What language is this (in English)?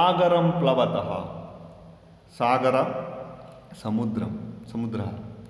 Kannada